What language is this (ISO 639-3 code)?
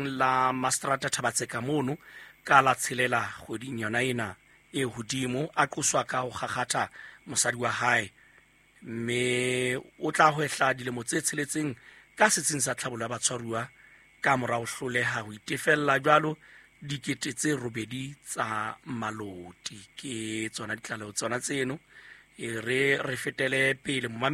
sot